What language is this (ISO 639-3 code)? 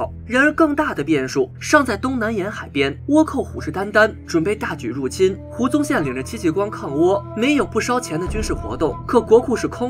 zho